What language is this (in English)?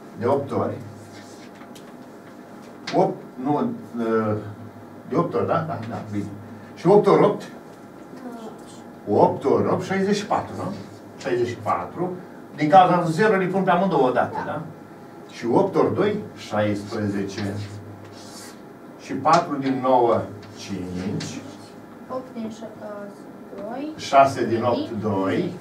Romanian